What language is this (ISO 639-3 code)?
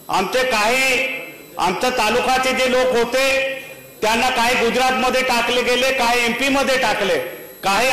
mar